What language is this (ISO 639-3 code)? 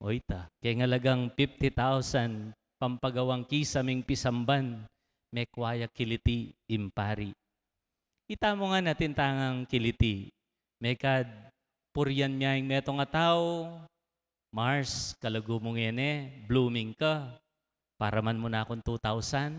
pam